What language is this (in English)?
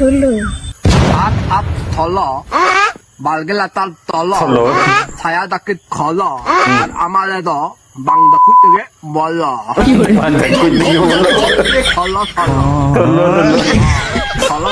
Santali